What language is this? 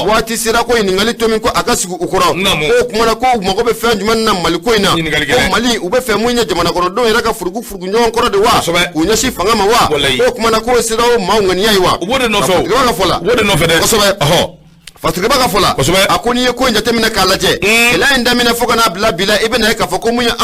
Bambara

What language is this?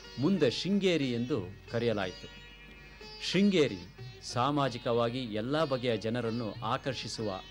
Kannada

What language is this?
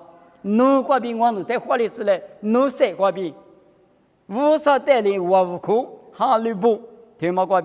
Lisu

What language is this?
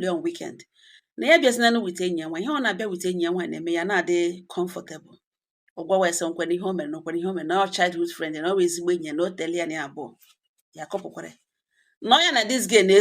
Igbo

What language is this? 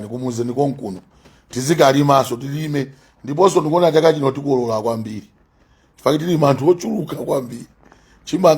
Nyanja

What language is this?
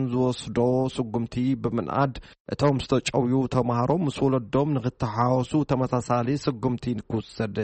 Tigrinya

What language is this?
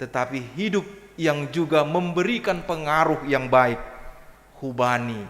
Batak Simalungun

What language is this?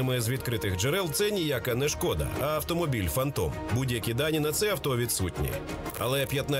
Ukrainian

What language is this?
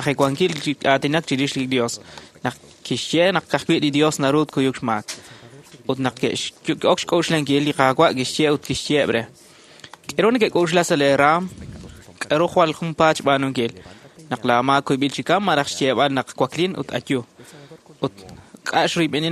Kekchí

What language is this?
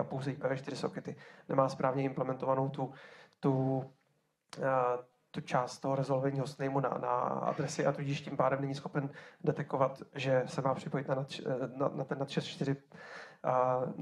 Czech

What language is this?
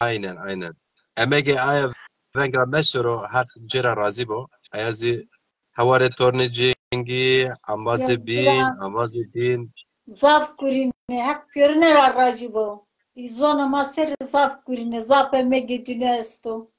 Zaza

